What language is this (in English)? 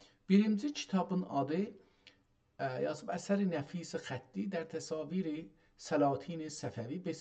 South Azerbaijani